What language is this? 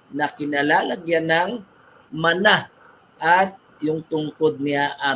Filipino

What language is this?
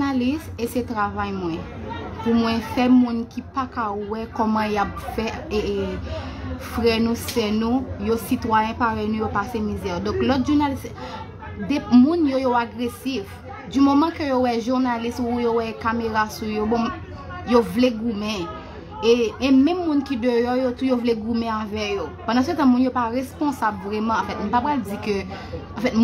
Haitian Creole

